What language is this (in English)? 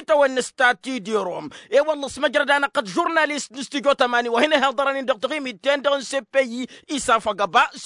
Tamasheq